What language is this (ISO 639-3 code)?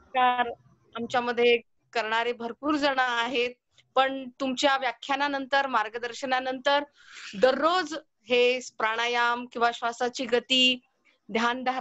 mar